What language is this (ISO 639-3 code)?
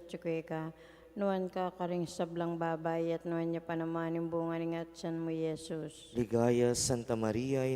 pam